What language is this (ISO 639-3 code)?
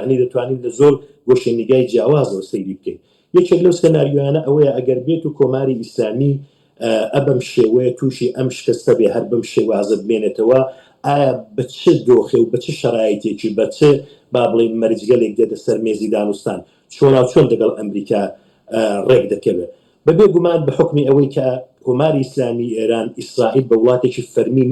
ckb